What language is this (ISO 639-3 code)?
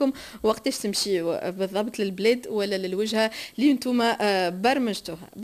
aeb